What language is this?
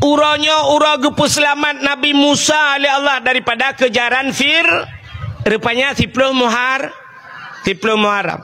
Achinese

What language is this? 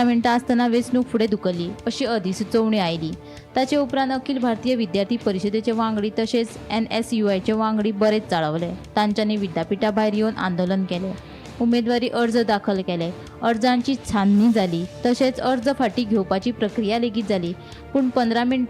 Konkani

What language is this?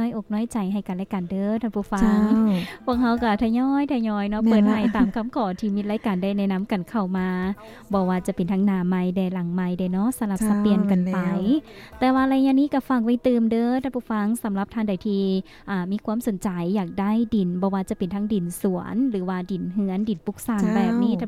Lao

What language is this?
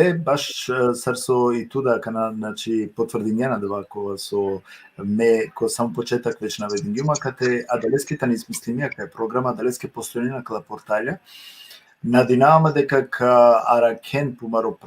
Balkan Romani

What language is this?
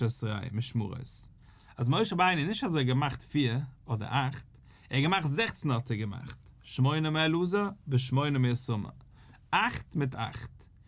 Yiddish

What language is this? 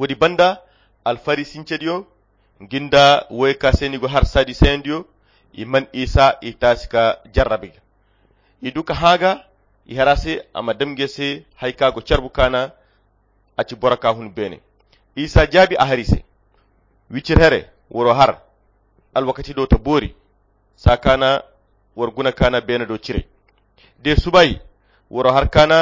Koyra Chiini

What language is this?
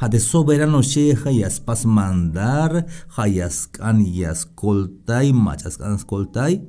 Tzeltal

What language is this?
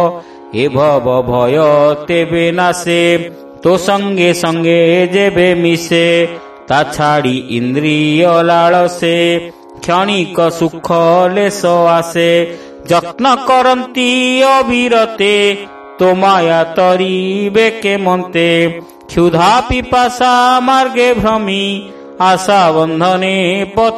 Odia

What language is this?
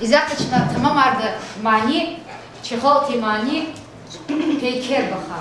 Lezghian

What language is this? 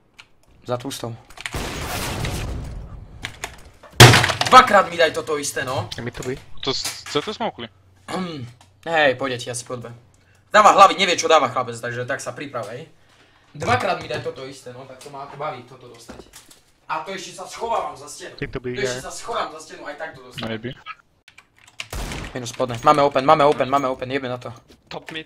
Slovak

